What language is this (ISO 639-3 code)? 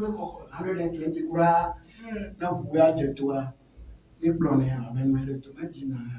ewe